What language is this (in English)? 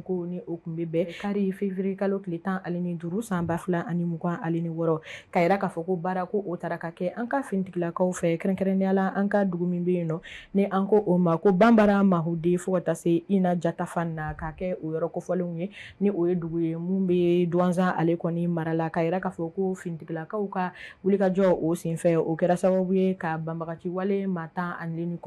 Bambara